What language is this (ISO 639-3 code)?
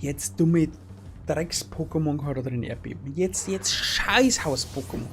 bar